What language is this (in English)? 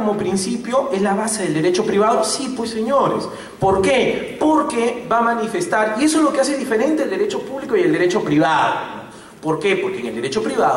Spanish